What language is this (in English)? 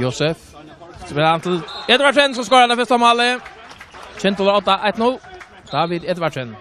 Faroese